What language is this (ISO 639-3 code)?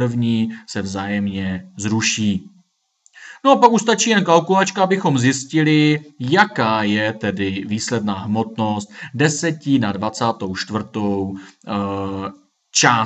ces